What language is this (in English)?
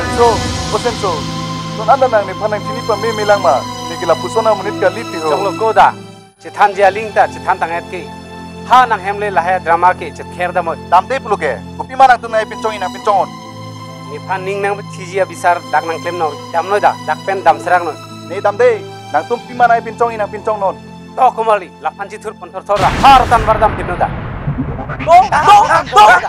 Karbi